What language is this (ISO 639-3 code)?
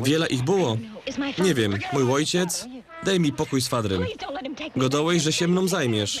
szl